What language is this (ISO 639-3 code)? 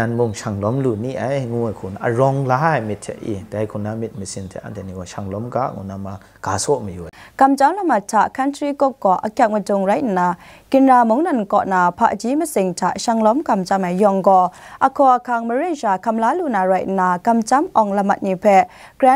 kac